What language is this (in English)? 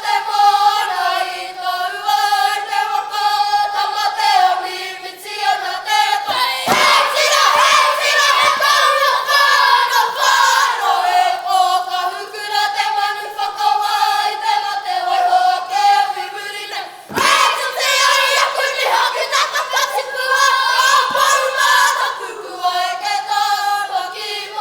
Māori